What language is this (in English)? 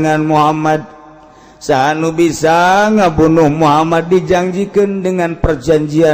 Sundanese